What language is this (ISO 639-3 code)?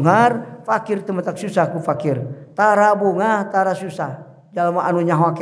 sun